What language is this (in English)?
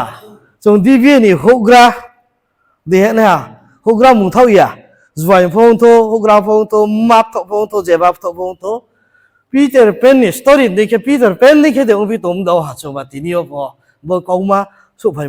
Riang (India)